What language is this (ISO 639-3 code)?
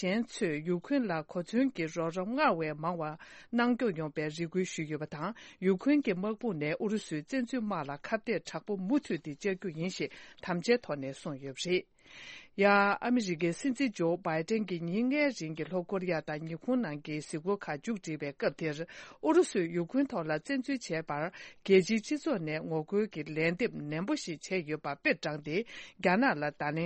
bod